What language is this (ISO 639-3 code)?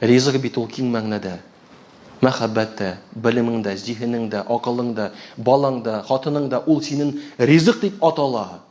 tat